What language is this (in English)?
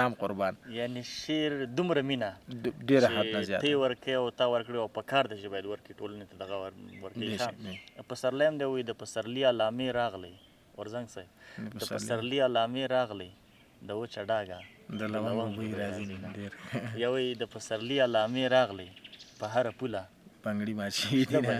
Pashto